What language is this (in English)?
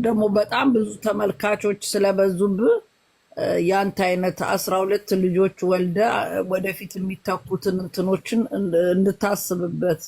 Amharic